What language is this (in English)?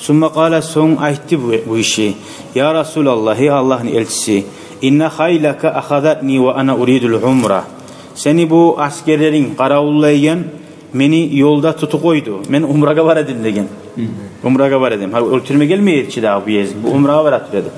Kumyk